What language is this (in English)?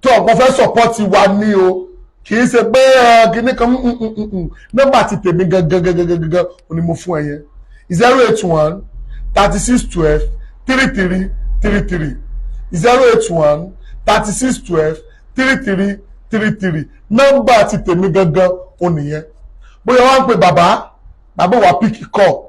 Yoruba